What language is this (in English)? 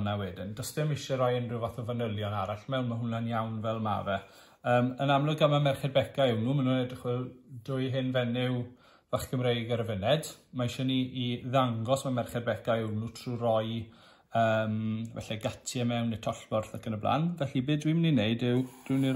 Welsh